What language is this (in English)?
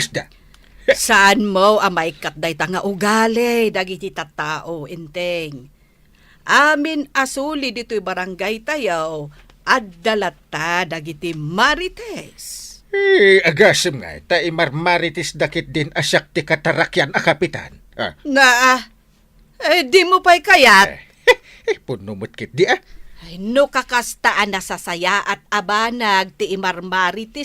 Iloko